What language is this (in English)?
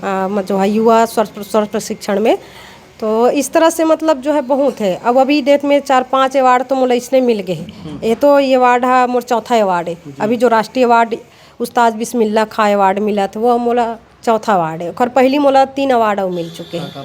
Chhattisgarhi